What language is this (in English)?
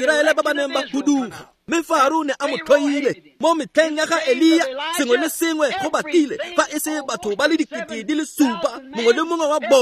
Tswana